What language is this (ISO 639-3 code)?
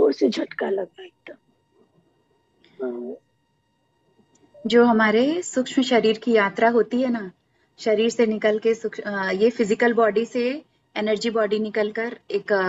hin